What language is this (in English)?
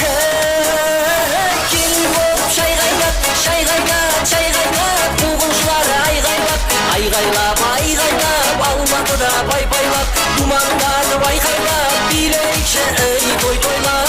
Kara-Kalpak